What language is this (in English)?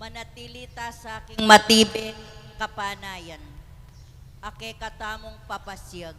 Pampanga